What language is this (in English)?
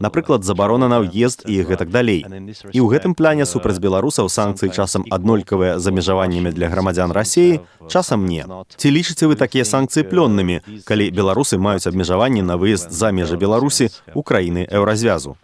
Belarusian